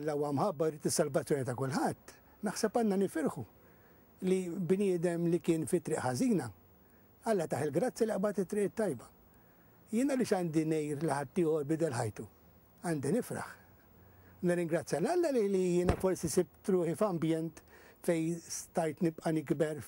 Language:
Maltese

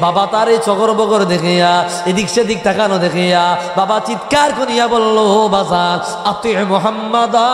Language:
Sylheti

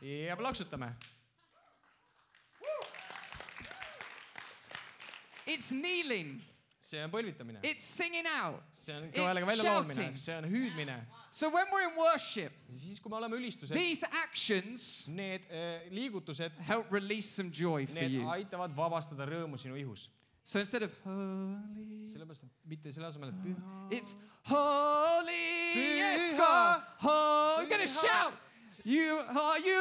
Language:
Estonian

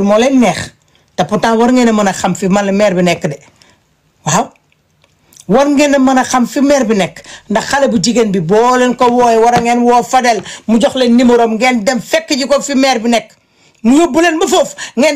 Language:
Wolof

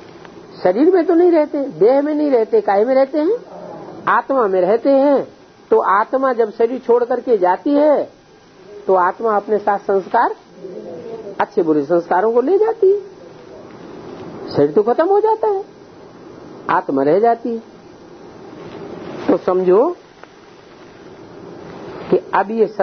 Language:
Hindi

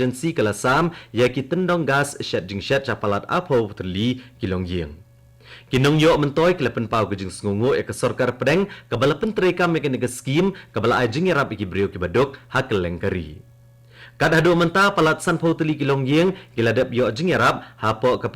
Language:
Khasi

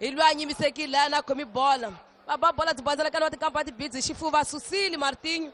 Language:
Tsonga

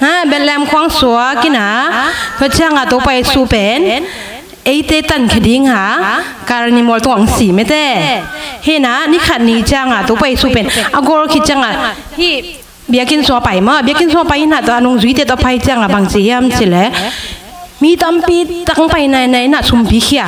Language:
Tedim Chin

